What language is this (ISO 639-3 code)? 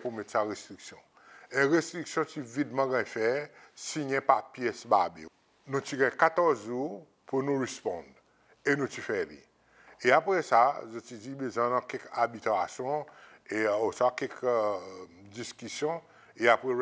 crs